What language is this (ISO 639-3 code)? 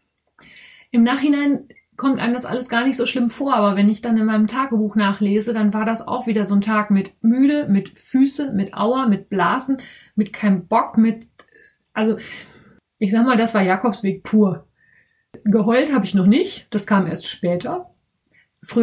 deu